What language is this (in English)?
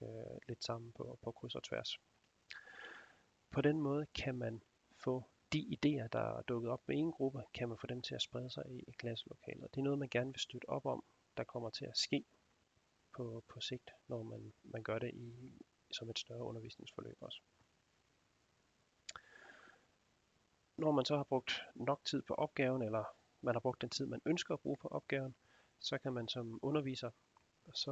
Danish